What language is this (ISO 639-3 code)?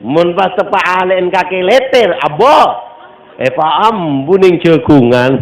mad